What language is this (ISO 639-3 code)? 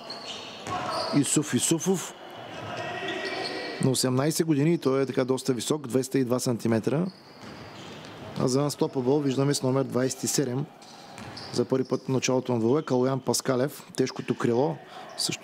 bul